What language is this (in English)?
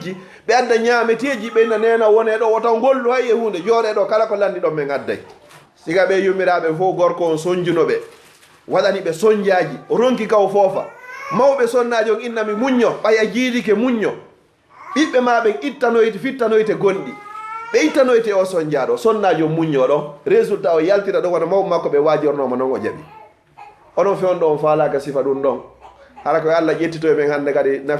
Fula